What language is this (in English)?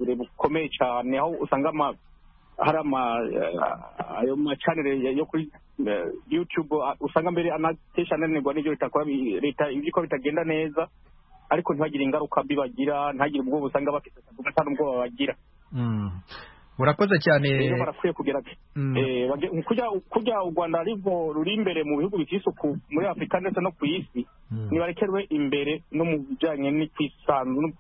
Kinyarwanda